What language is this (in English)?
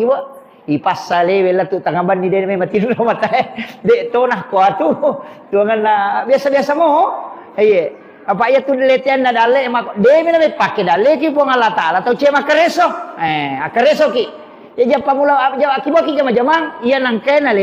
Buginese